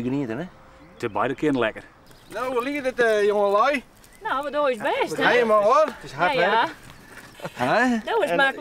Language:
Western Frisian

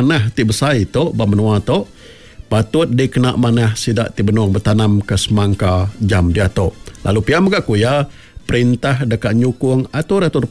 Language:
Iban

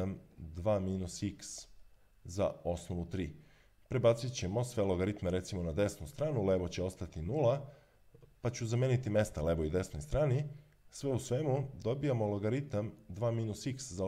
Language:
Serbian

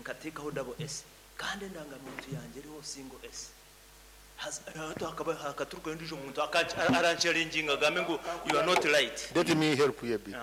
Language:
Nyankole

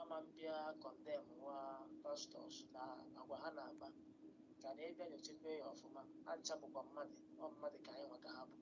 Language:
Igbo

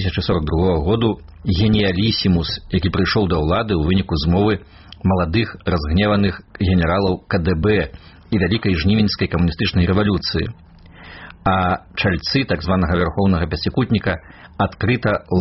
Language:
Belarusian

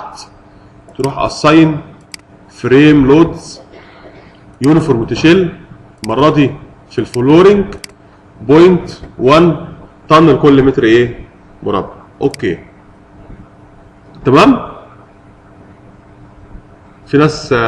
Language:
Egyptian Arabic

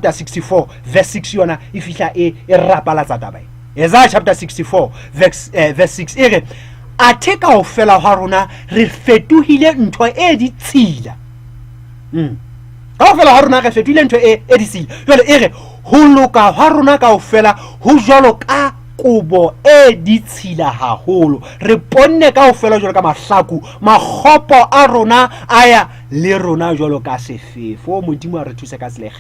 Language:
Southern Sotho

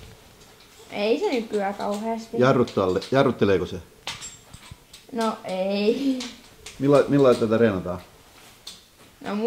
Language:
Finnish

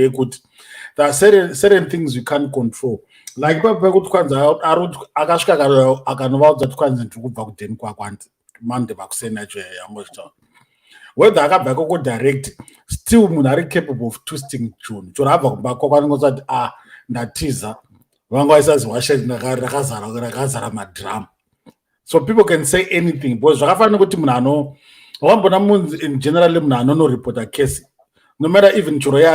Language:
Shona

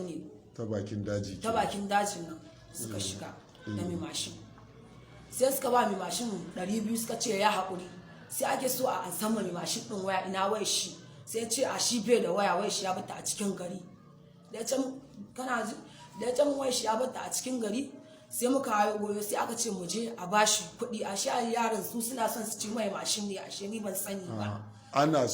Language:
Hausa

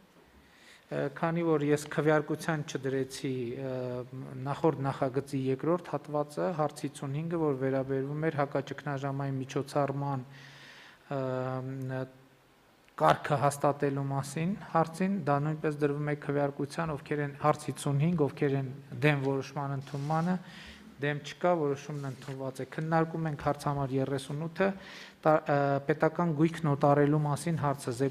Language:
Armenian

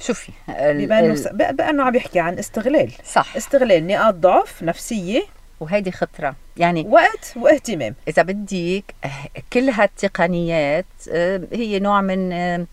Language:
North Levantine Arabic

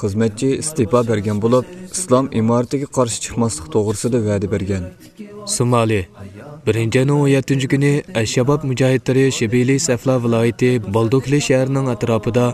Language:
Uyghur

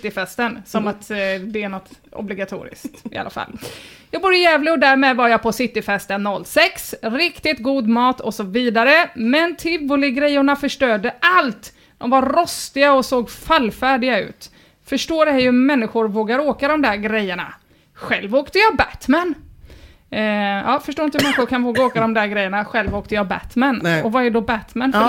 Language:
Swedish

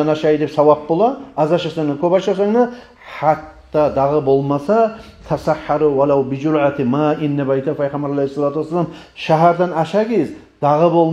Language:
Kumyk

